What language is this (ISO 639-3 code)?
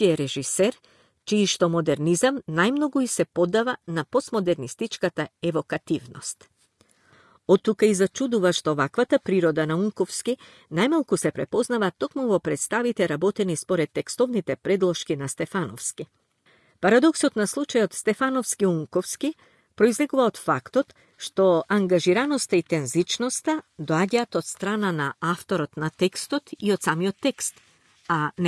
mkd